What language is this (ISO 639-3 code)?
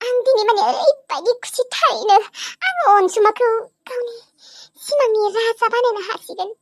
brx